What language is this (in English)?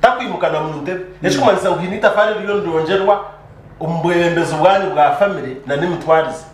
Nyankole